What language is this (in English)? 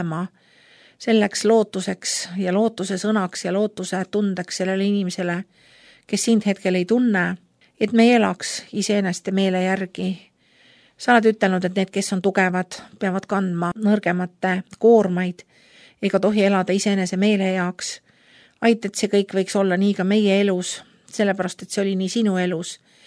Estonian